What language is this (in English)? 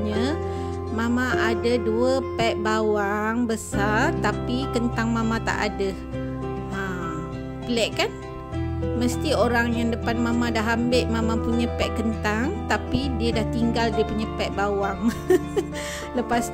Malay